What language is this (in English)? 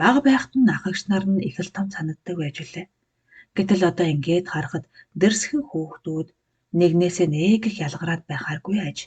Mongolian